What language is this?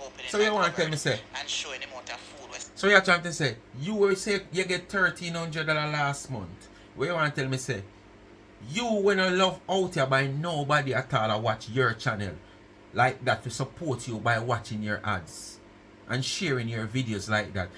Jamaican Creole English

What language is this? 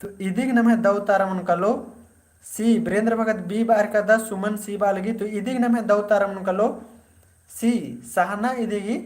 Kurukh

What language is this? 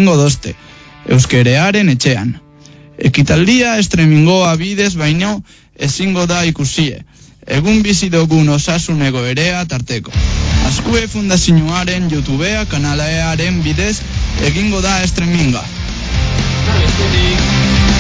Basque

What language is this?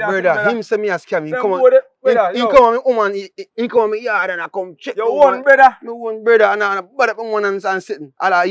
Jamaican Creole English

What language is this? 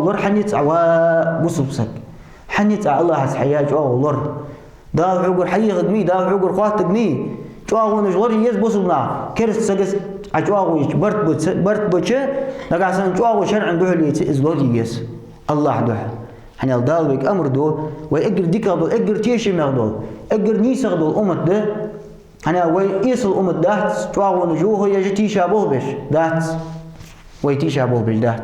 Ingush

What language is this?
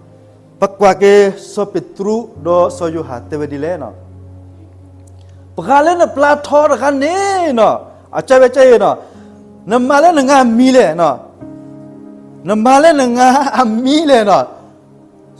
S'gaw Karen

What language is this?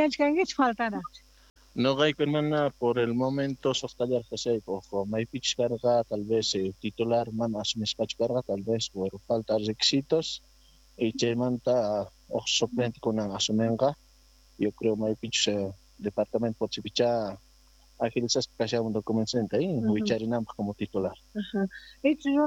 Quechua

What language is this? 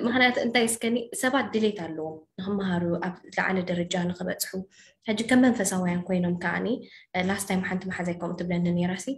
Tigrinya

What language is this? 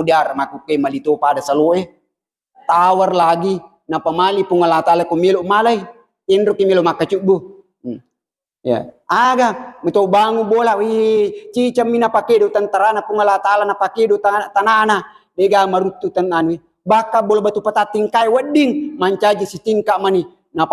Buginese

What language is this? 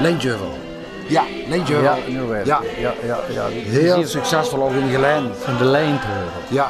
Limburgish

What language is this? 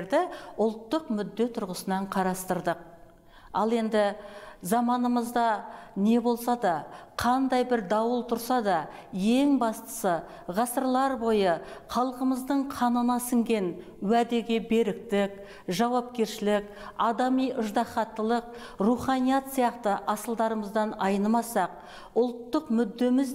Kazakh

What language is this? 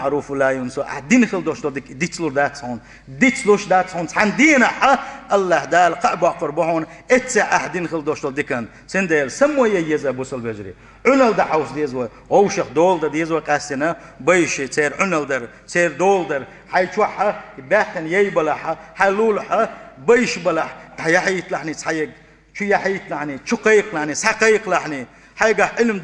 Chechen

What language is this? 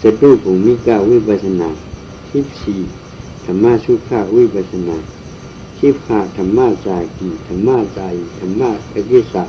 Shan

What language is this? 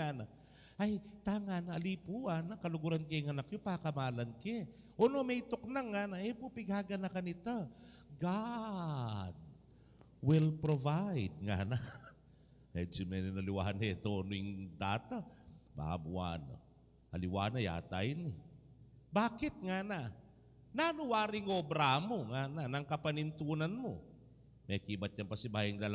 Pampanga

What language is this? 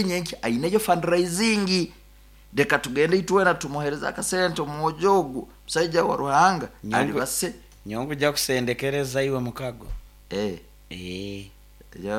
Nyoro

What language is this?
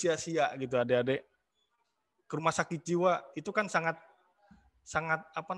Indonesian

